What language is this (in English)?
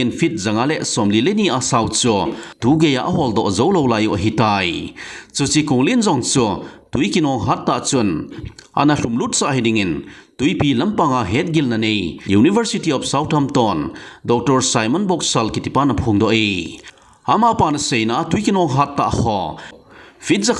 Thado Chin